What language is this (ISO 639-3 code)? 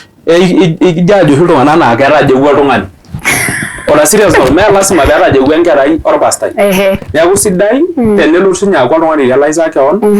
mas